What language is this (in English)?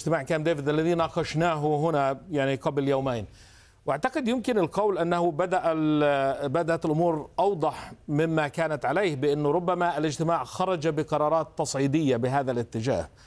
Arabic